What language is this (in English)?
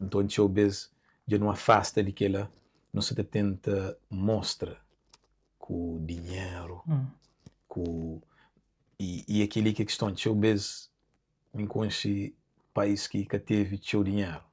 Kabuverdianu